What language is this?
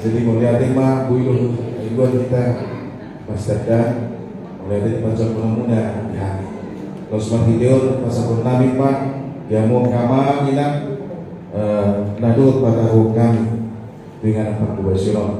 Batak Toba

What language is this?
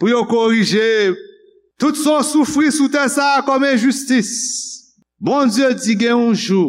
Haitian Creole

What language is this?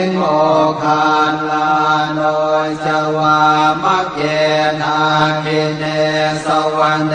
Pali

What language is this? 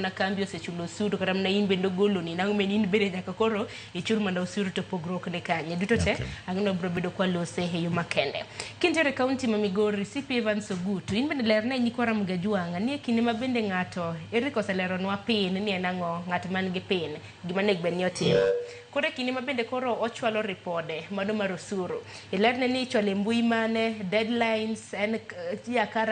Luo (Kenya and Tanzania)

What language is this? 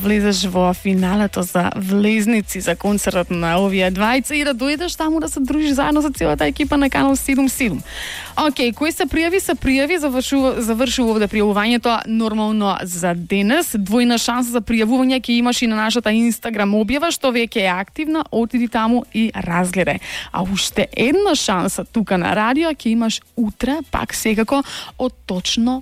Macedonian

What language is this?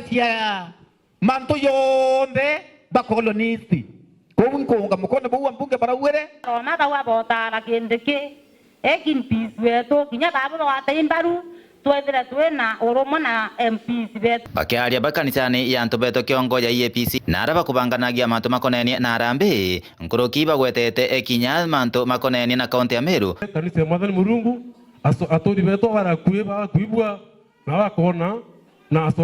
Meru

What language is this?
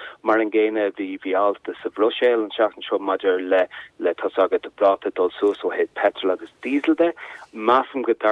Irish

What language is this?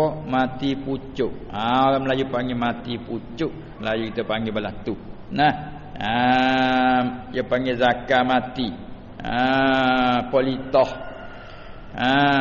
Malay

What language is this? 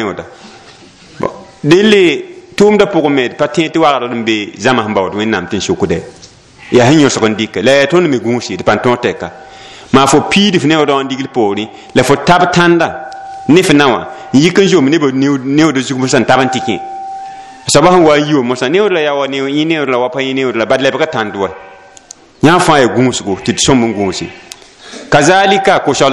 Mossi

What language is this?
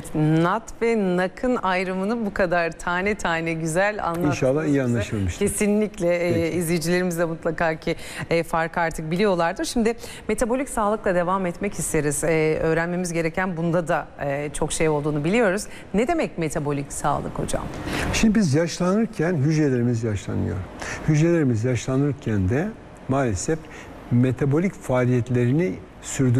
Turkish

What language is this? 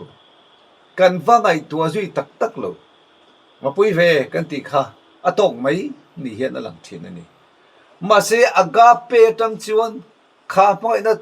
Mizo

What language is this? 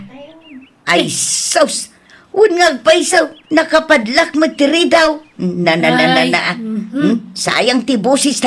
Iloko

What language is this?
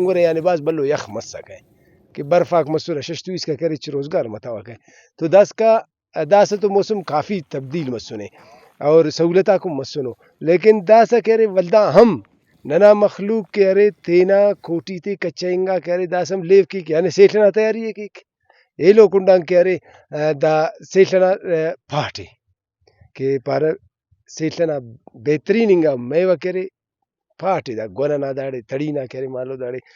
Brahui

